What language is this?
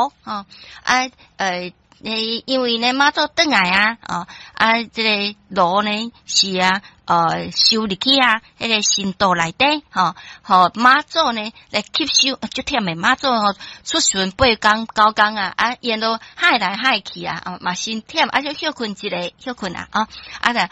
Min Nan Chinese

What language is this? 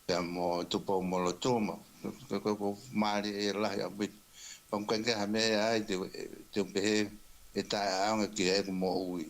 Tongan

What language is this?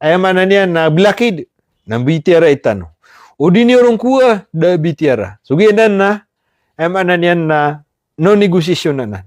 Maranao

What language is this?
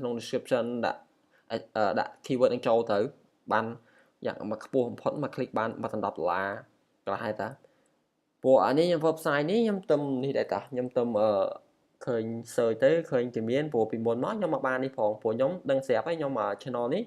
Khmer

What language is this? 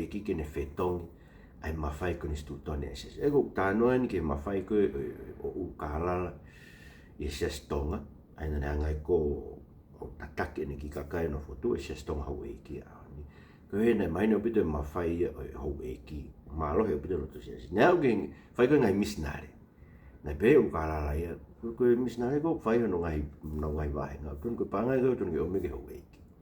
Tongan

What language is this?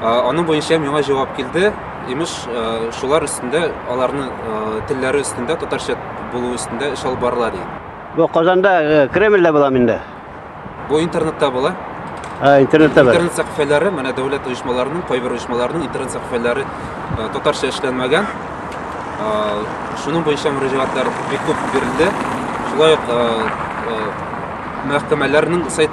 Tatar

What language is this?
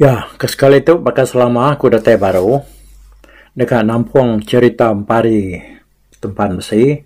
Iban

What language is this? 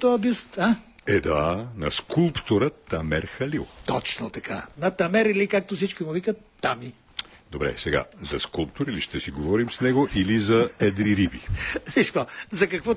Bulgarian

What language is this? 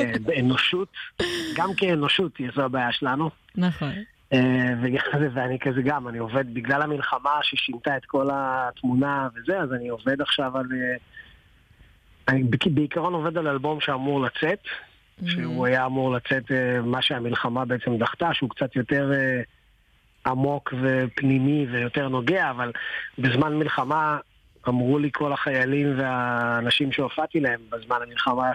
Hebrew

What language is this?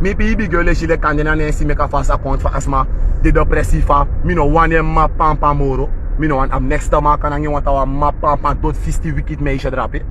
Sranan Tongo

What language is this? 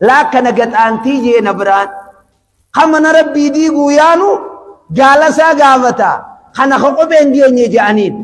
Oromo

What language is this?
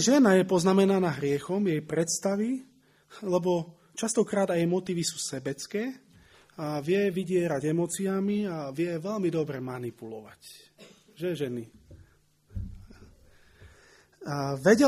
Slovak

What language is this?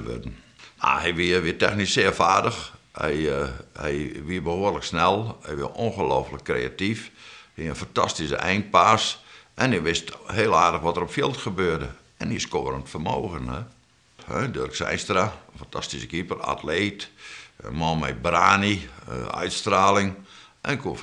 Western Frisian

